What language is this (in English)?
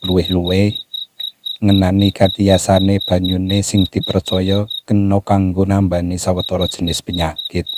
Javanese